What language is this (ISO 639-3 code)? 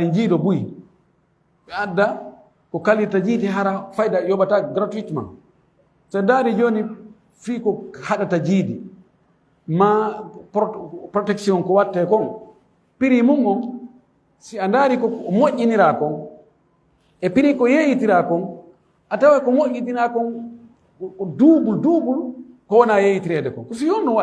ful